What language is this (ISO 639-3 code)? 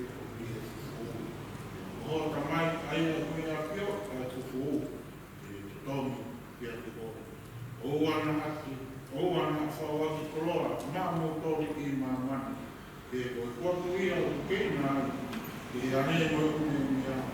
ton